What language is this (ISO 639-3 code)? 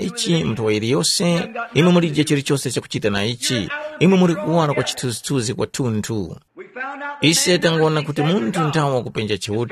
tum